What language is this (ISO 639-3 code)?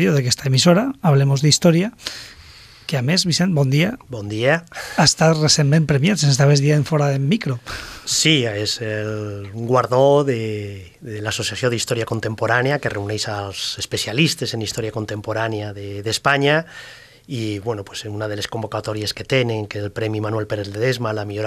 cat